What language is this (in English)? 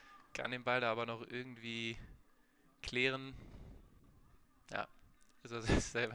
German